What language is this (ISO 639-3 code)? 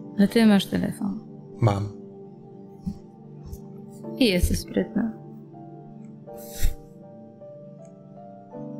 pol